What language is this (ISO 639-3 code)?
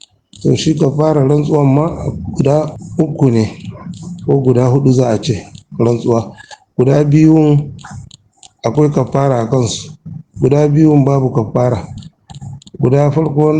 hau